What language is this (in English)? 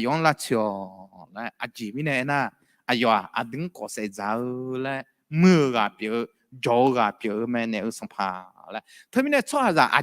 Akha